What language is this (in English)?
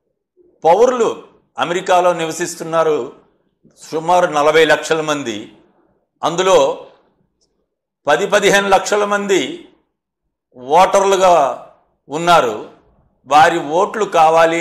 Telugu